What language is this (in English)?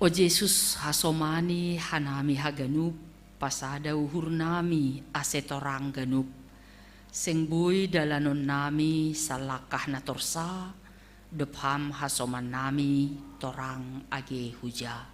Batak Simalungun